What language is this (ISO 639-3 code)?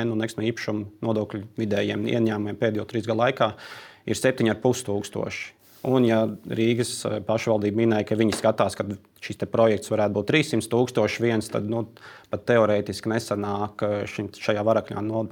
lav